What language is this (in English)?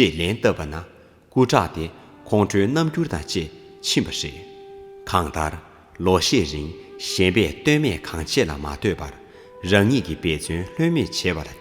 Tibetan